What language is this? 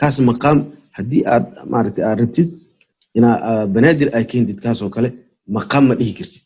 Somali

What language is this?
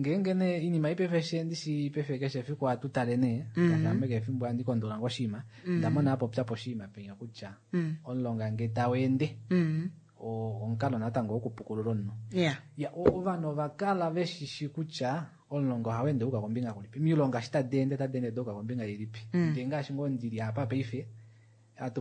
Kuanyama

